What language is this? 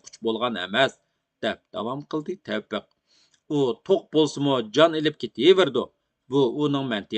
Uyghur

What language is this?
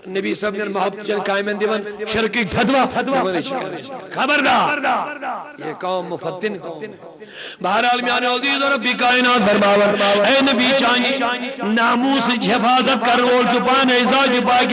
Kashmiri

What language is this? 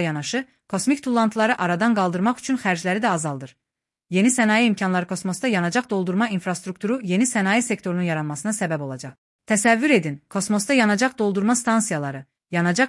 Azerbaijani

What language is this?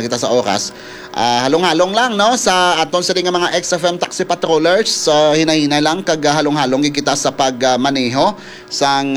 Hiligaynon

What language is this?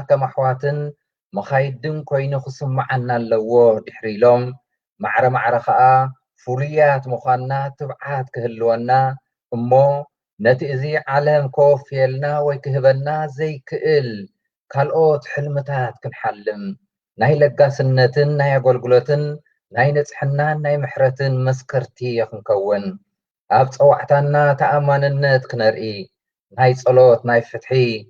Tigrinya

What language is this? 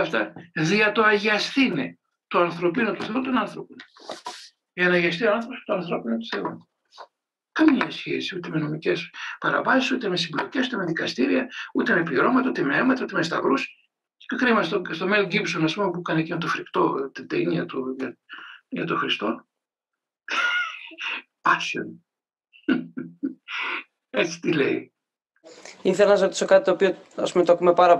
Greek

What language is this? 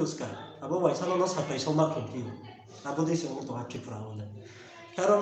Riang (India)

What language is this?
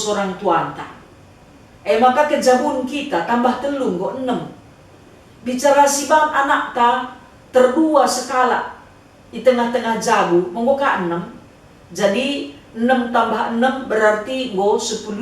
Batak Karo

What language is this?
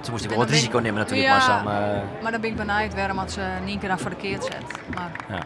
Western Frisian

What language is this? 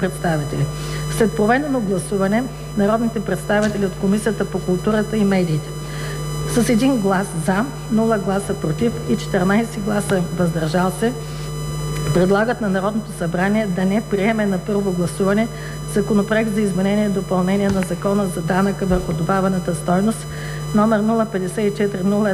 Bulgarian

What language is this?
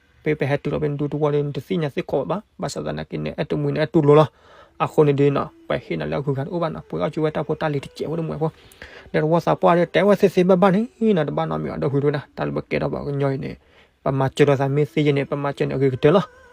S'gaw Karen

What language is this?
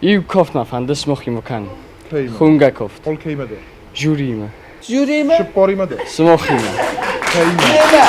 Ossetic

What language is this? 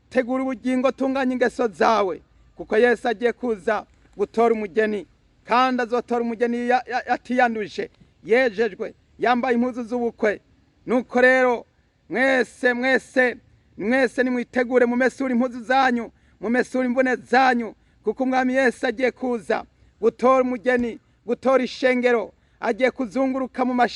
Rundi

